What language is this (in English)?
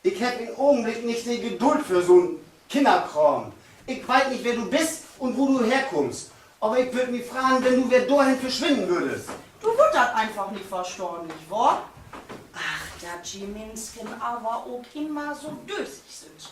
Low German